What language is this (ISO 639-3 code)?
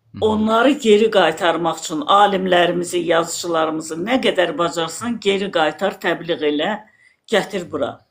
aze